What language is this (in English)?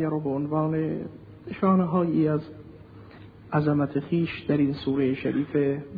Persian